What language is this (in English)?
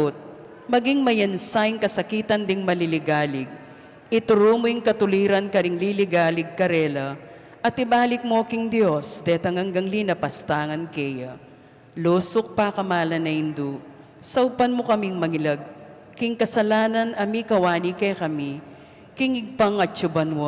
Pampanga